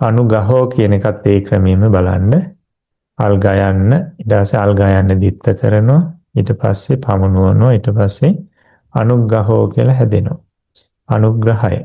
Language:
Sinhala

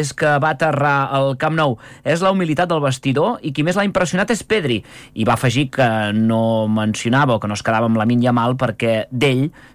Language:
Catalan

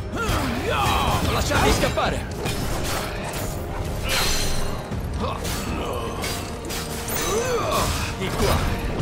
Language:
Italian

